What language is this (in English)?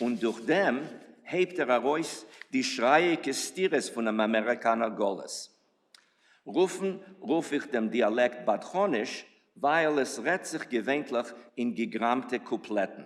Yiddish